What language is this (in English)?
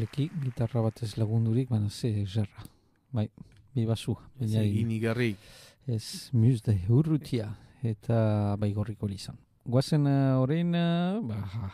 Basque